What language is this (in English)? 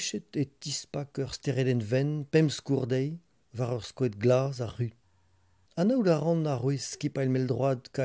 Breton